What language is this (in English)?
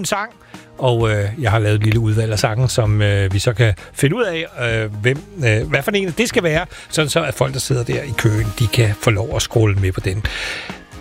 Danish